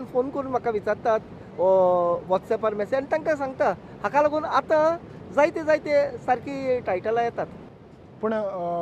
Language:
Konkani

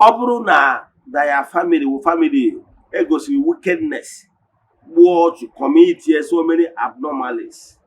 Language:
Igbo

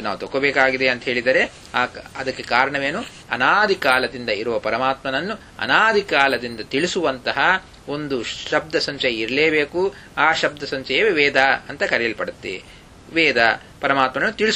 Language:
Kannada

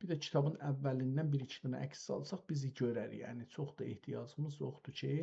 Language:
South Azerbaijani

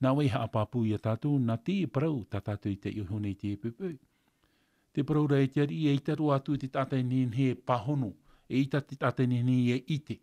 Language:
Tahitian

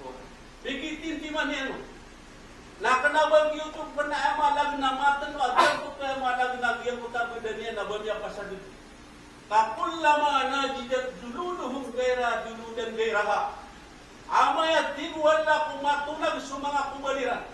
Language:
Maranao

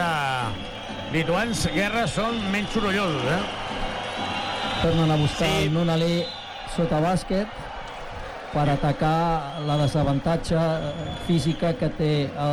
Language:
Catalan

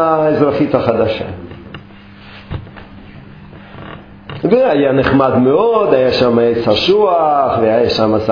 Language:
Hebrew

